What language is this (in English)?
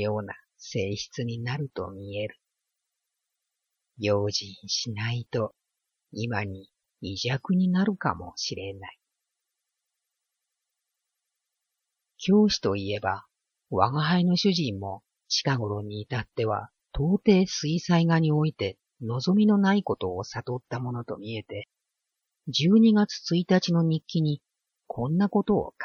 Japanese